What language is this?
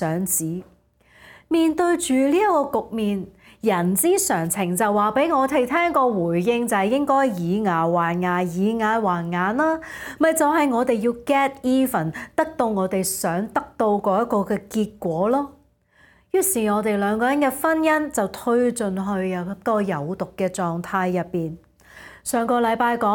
Cantonese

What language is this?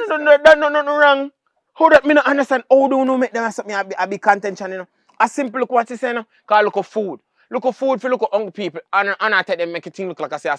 Jamaican Creole English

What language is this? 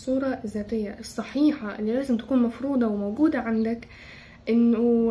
Egyptian Arabic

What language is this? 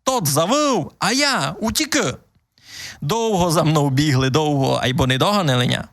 Rusyn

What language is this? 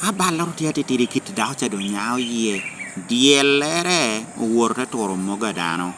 Lango (Uganda)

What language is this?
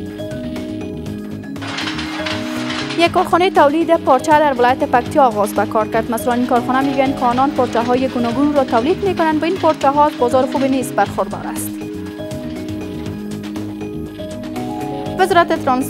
Persian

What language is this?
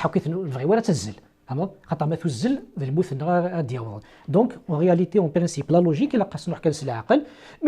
Kabyle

